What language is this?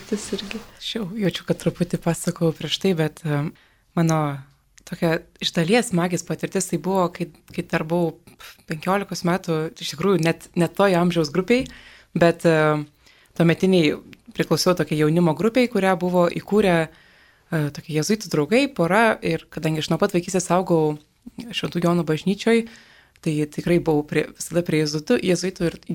Lithuanian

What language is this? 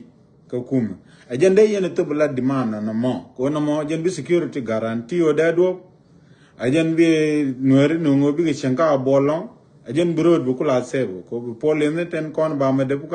Nuer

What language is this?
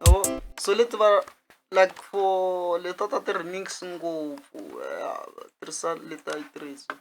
Tsonga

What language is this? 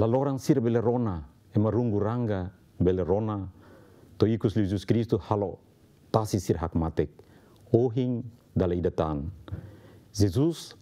Tetum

